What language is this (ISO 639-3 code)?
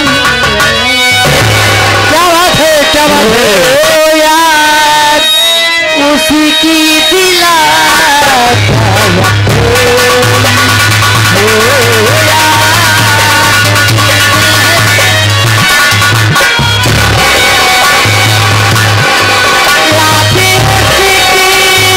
bho